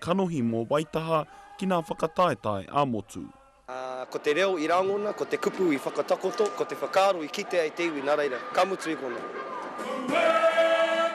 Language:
Māori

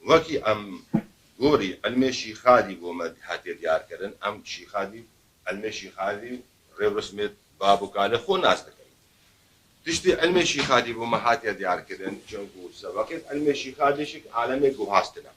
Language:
Kurdish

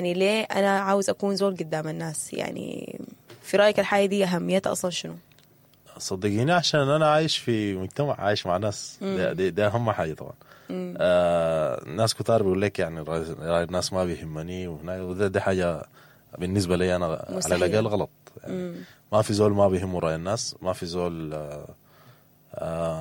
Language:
Sudanese Arabic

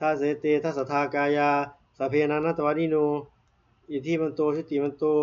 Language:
Pali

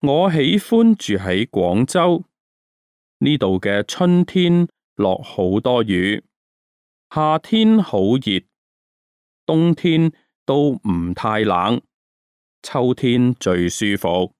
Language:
Cantonese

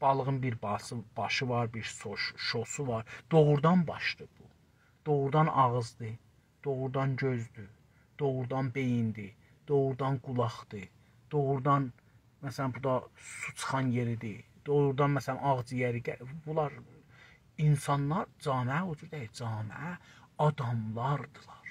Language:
South Azerbaijani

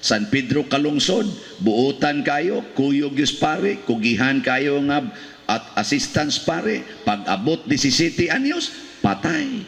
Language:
Cebuano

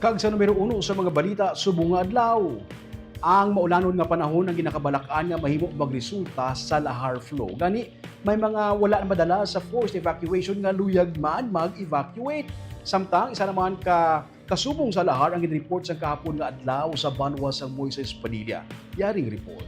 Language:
Hiligaynon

